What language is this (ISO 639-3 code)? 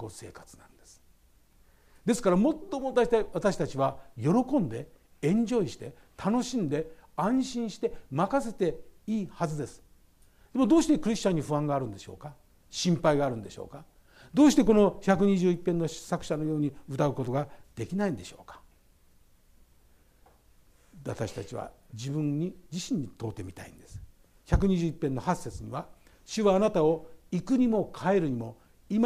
jpn